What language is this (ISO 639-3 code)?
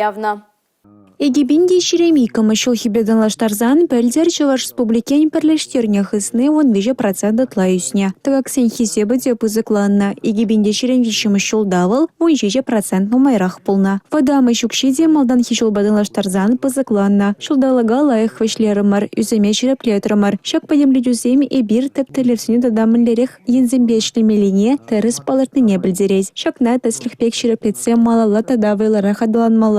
chv